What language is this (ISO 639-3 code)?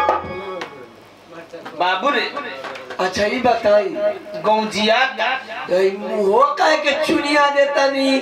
bho